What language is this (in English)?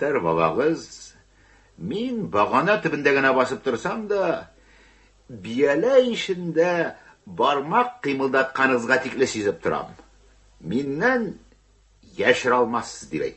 Tatar